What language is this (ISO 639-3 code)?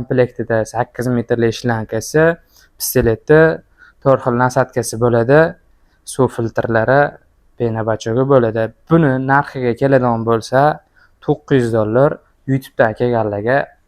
uzb